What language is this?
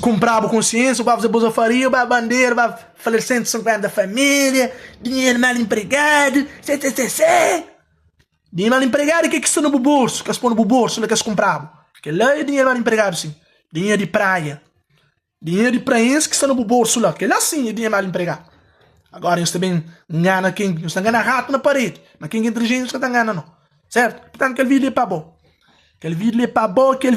Kabuverdianu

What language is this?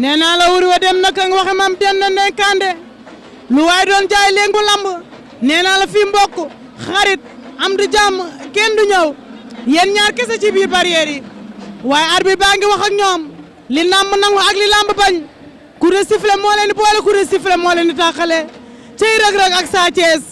Wolof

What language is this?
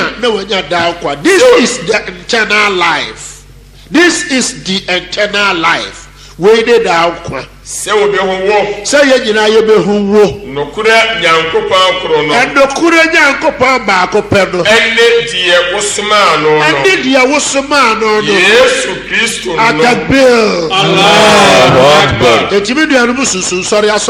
Akan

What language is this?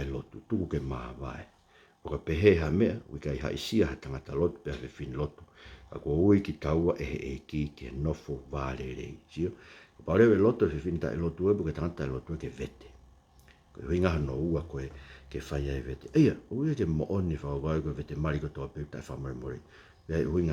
Tongan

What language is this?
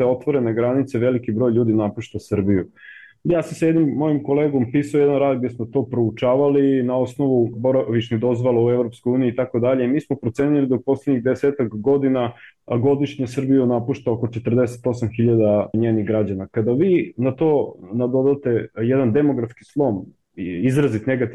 Serbian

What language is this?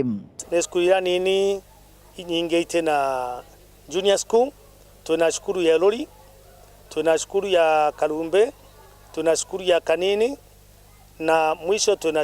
Meru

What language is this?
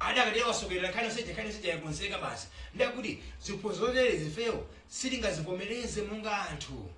Nyanja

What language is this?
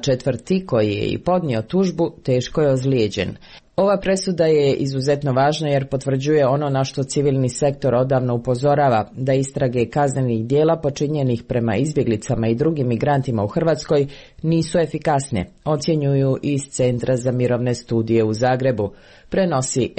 Croatian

